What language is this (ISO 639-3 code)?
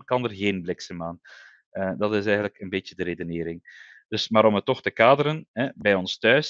nld